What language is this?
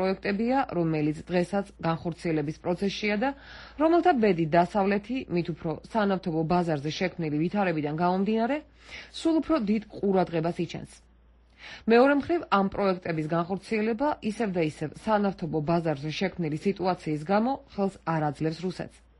Georgian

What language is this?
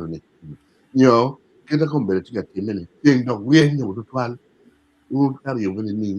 Acoli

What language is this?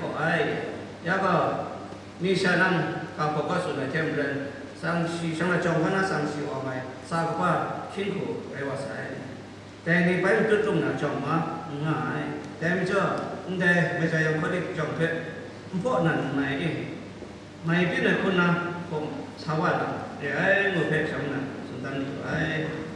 Kachin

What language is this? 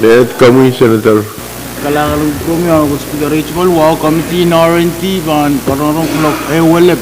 Pohnpeian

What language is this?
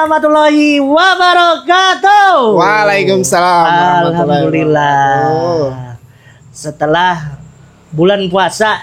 Banjar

